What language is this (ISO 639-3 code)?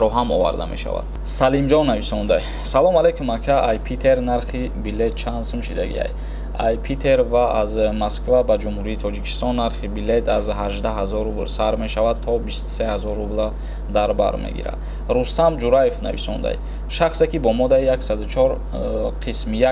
tgk